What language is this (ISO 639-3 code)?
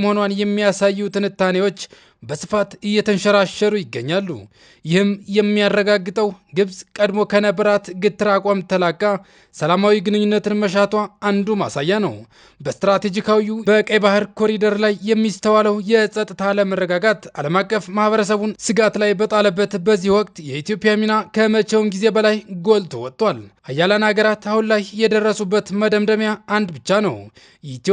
amh